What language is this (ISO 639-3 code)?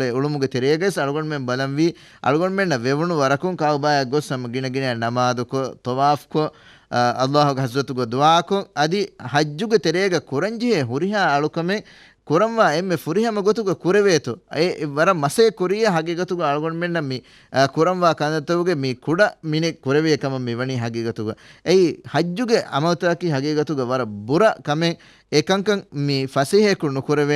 div